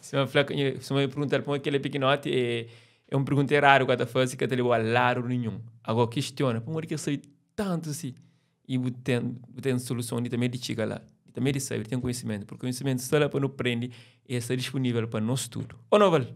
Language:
Kabuverdianu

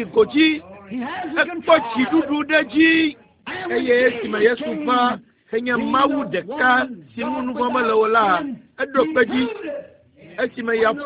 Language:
Ewe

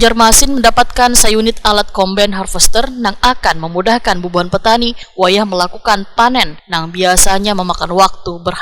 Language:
Banjar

